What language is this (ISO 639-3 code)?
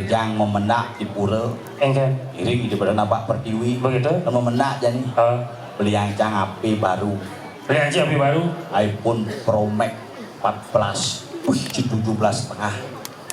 ban